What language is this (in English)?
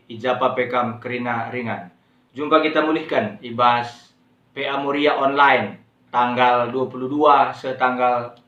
Batak Karo